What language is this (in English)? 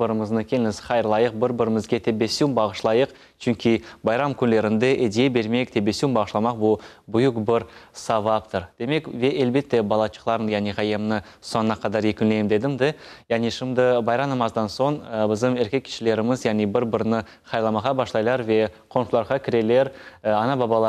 Crimean Tatar